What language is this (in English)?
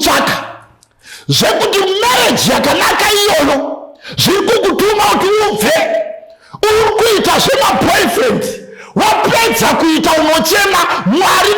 Shona